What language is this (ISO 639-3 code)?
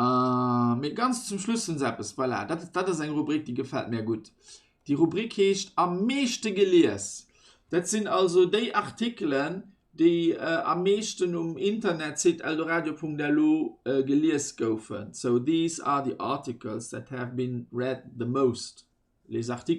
ltz